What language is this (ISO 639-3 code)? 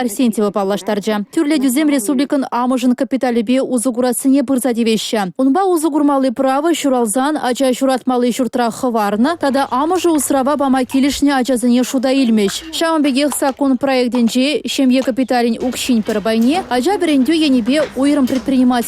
chv